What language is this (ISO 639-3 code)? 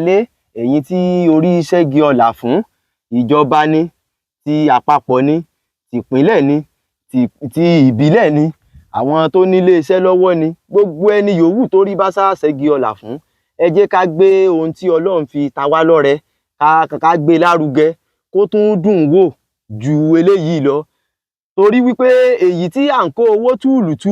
yor